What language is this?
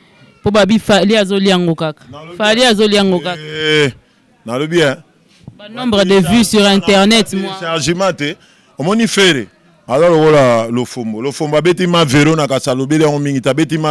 Lingala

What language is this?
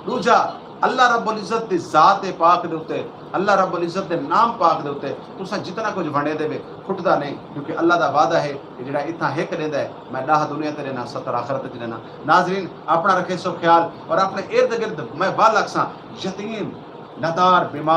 Saraiki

